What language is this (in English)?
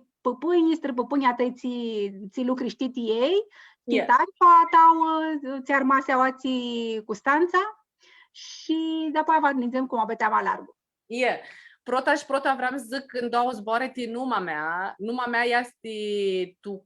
Aromanian